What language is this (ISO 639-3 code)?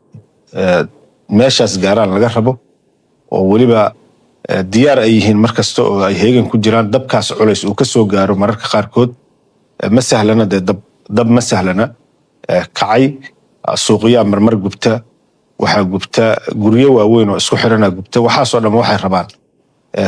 som